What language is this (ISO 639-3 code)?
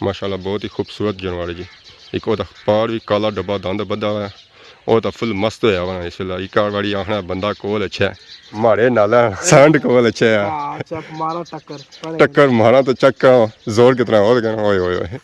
phr